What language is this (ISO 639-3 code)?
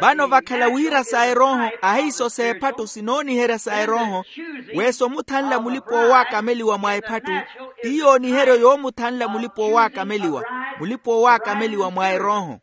vmw